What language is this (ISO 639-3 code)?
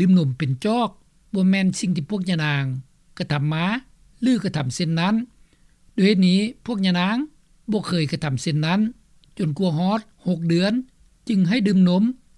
lao